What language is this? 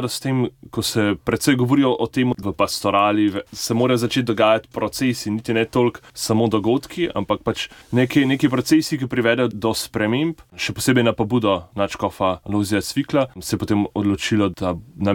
Slovenian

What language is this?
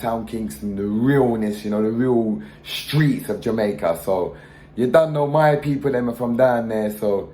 Jamaican Creole English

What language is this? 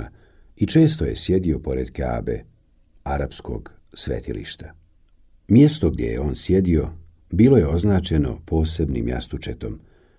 Bosnian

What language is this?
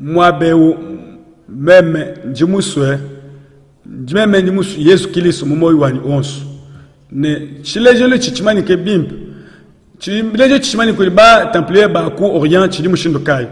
Luba-Lulua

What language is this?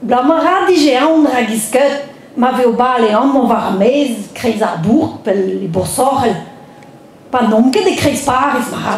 Breton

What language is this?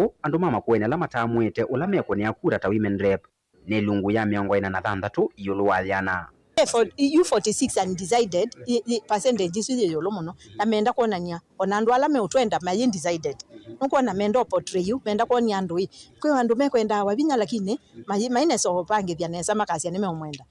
Kamba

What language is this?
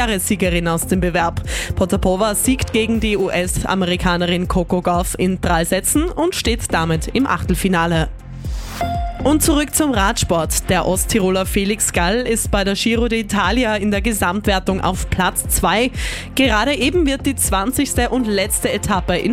German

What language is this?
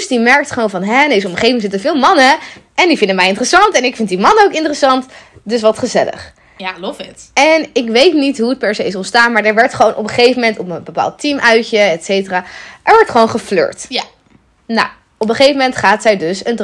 Dutch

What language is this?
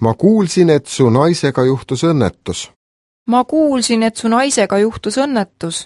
Estonian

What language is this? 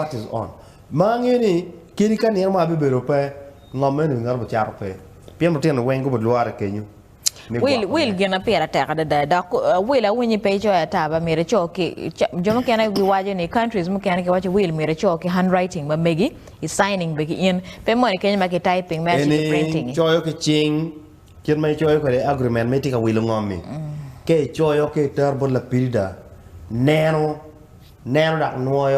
Acoli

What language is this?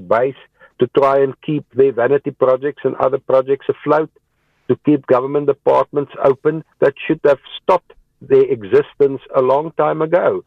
English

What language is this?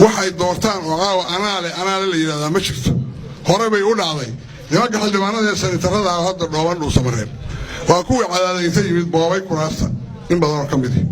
Somali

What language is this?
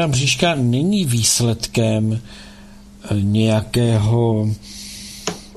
Czech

